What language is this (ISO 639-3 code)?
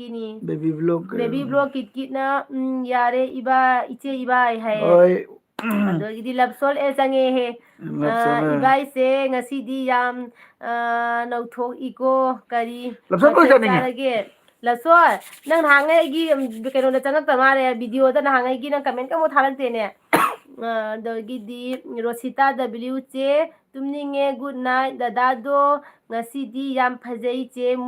mni